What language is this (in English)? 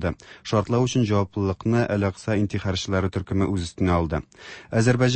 Tatar